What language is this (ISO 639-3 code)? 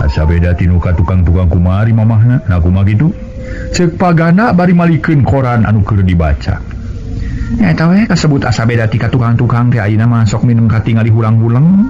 sun